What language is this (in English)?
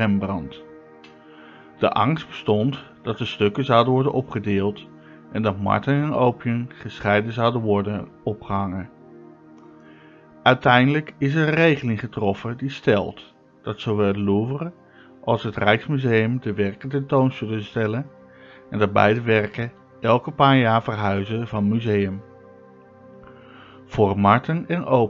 Dutch